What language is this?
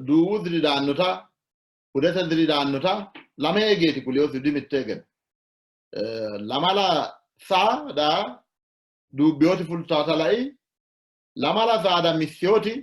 Sidamo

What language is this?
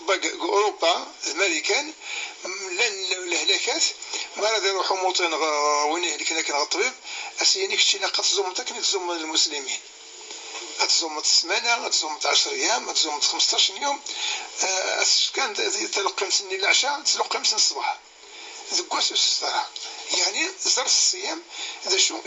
Kabyle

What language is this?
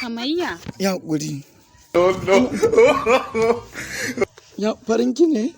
Hausa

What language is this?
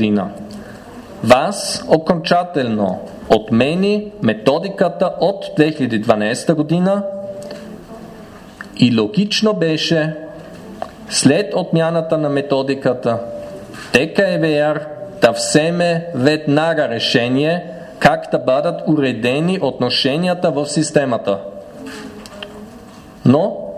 Bulgarian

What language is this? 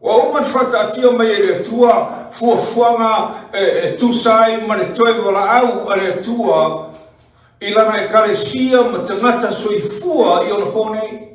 Samoan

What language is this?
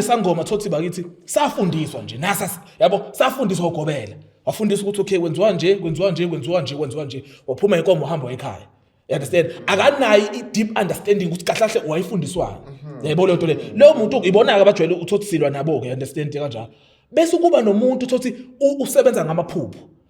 Zulu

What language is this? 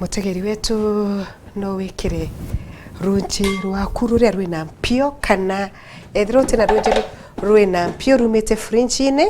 Meru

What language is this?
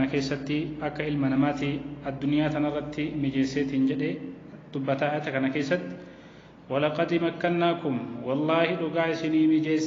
Oromo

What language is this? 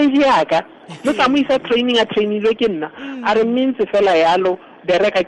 Tswana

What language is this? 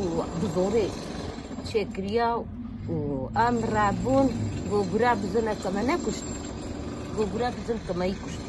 Kurdish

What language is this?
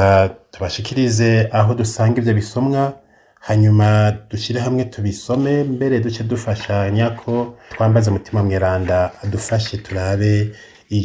Rundi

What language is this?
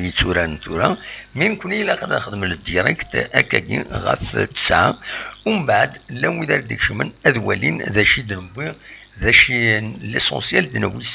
Kabyle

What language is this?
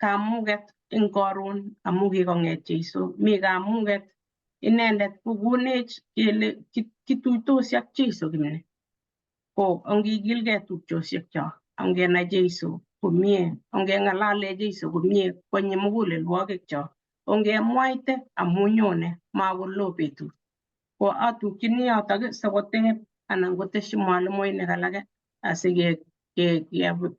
Kalenjin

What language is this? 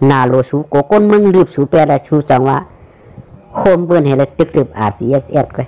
Shan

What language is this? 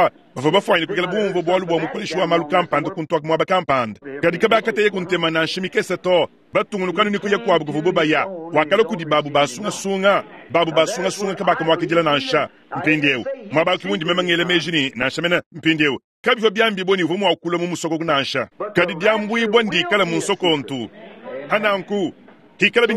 Luba-Lulua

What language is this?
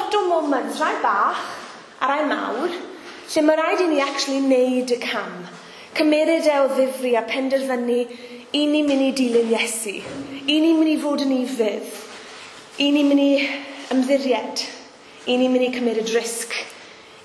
Welsh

